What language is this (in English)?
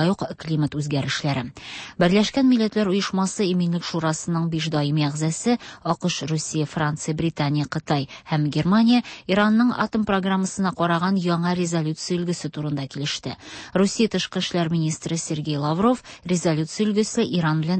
Tatar